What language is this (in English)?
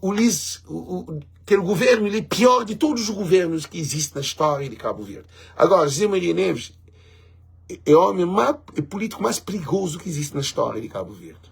Kabuverdianu